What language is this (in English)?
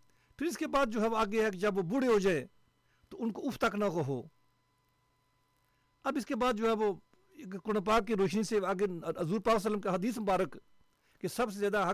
Urdu